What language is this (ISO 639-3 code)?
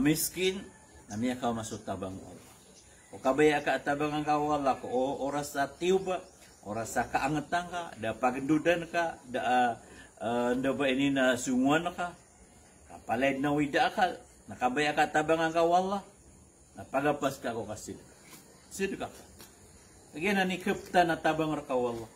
mrw